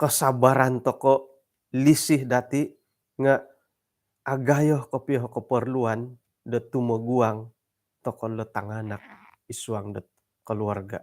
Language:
Central Dusun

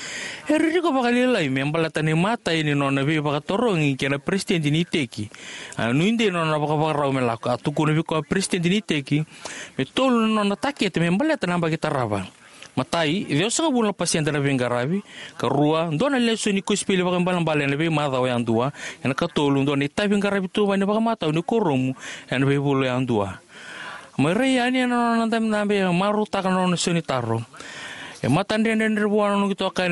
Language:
Fijian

